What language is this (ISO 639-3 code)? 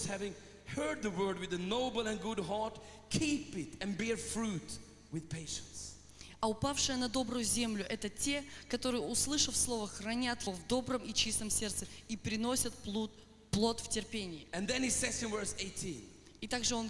rus